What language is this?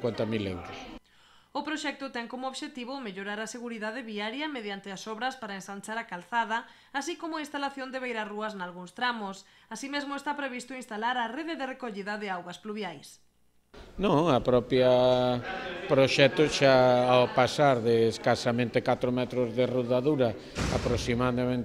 Galician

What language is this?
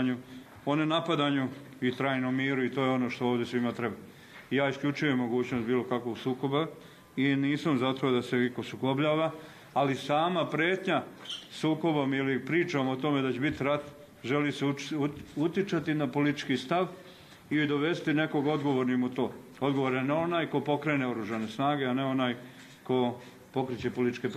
Bosnian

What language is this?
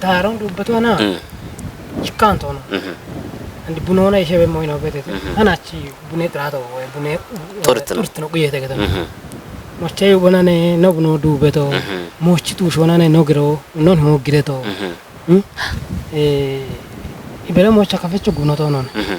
Kafa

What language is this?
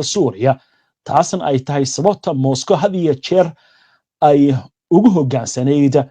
Somali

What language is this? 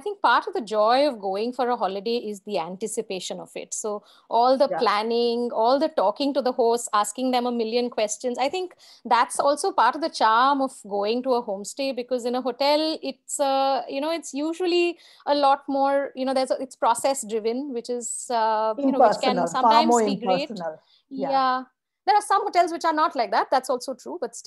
English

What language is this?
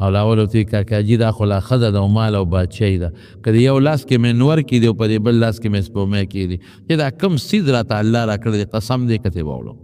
Pashto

